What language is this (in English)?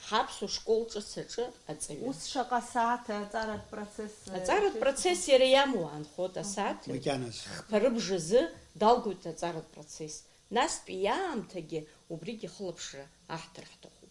Abkhazian